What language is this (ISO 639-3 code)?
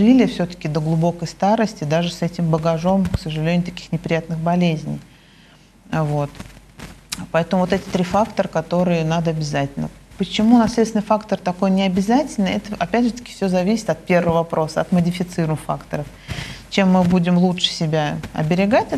rus